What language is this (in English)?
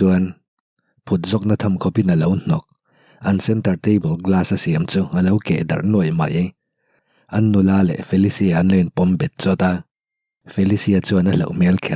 Mizo